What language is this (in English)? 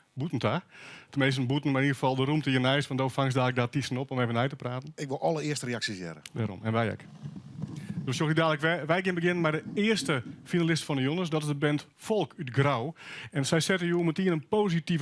Western Frisian